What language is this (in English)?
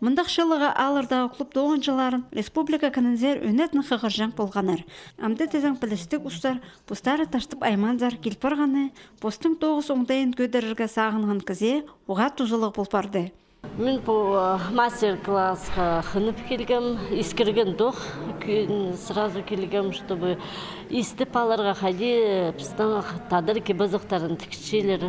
Khakas